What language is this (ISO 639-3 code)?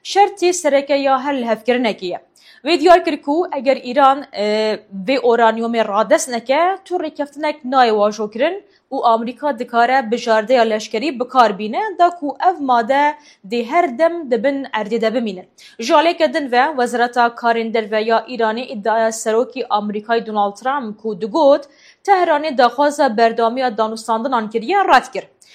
kur